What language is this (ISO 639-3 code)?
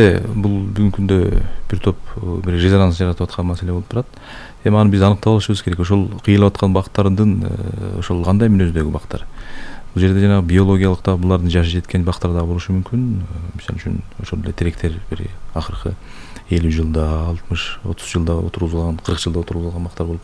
kir